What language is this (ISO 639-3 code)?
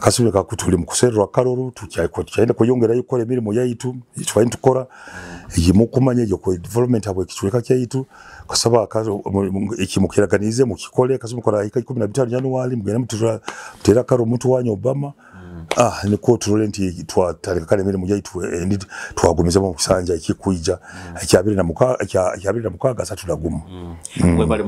nyo